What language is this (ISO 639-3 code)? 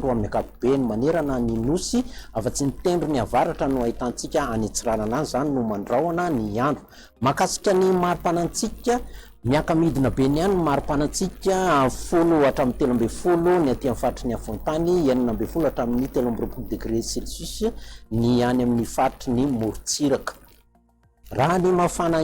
mlg